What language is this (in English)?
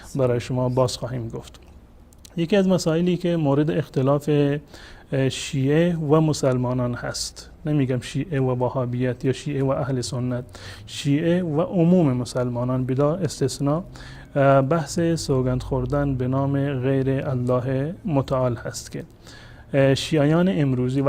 Persian